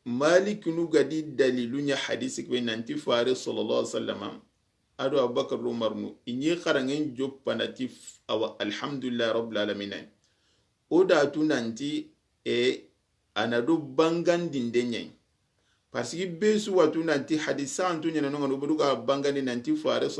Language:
Soninke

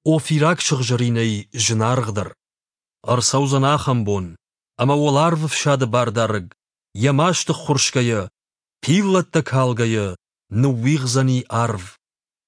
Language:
Ossetic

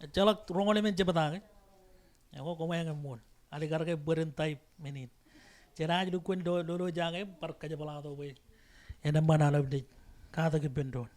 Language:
Marshallese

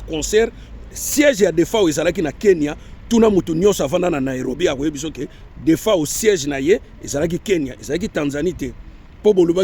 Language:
Lingala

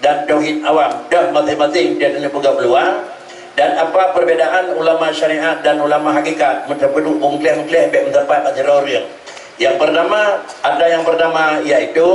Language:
Achinese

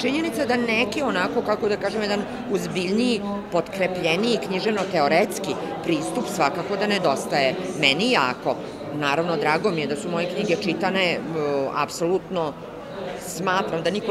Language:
Serbian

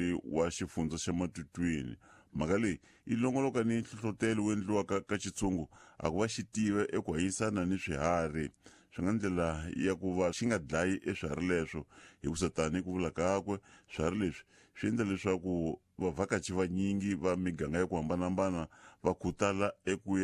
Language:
Tsonga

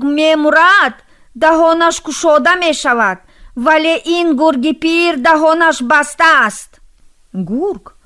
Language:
Tajik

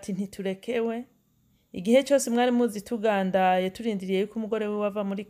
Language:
Rundi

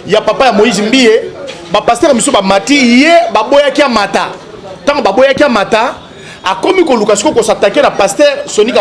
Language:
Lingala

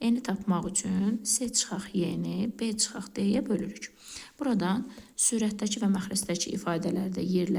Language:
Azerbaijani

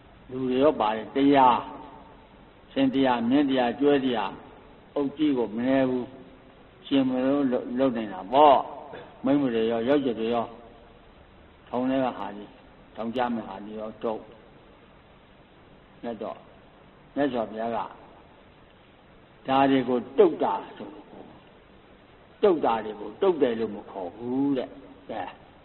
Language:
Burmese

